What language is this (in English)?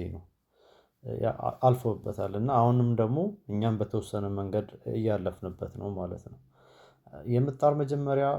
Amharic